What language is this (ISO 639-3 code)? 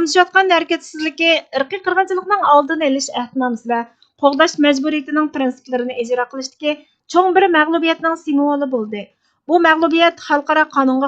uig